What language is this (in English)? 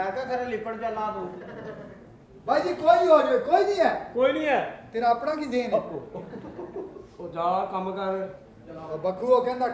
Punjabi